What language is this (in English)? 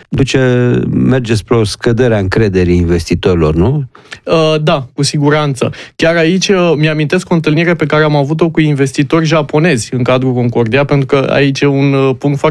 Romanian